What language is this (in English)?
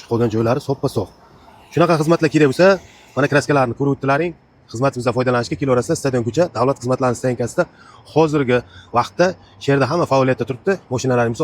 Uzbek